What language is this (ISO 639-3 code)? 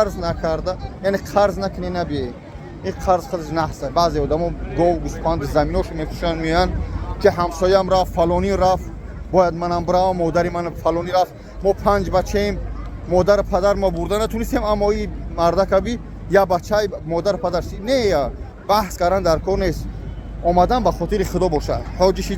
tgk